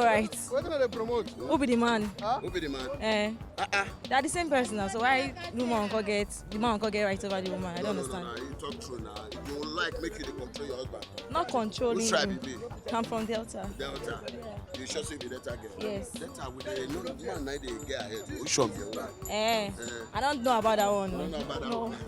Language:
Nigerian Pidgin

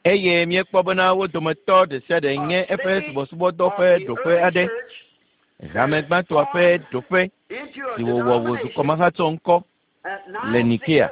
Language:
Ewe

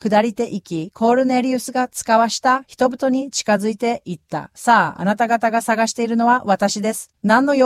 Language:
Japanese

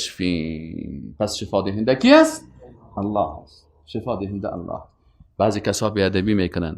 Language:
Persian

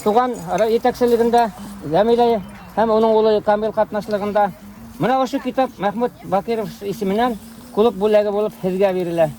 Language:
Bashkir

